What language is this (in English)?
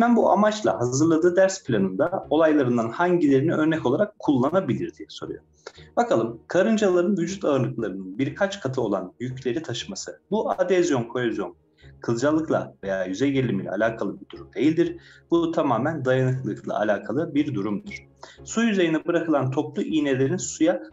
Turkish